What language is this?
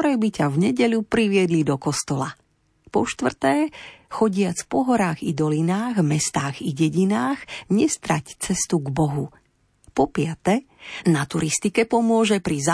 Slovak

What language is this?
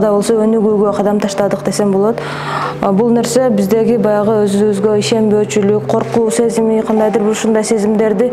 Kyrgyz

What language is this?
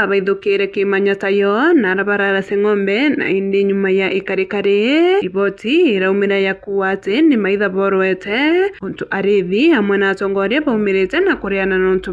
Meru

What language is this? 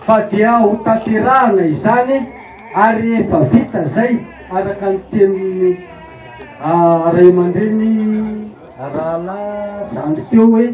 Malagasy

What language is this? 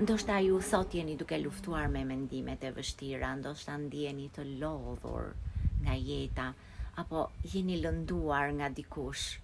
Albanian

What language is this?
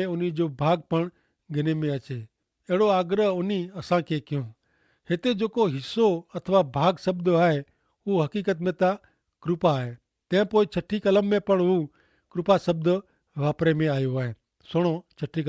Kachhi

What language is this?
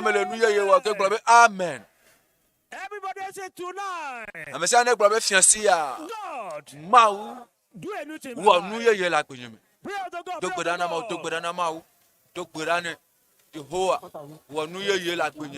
Ewe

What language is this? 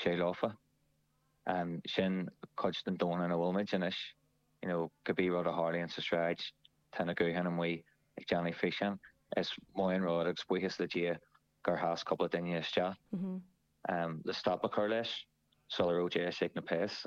Irish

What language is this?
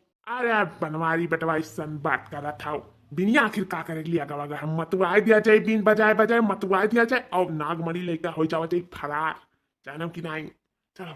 Awadhi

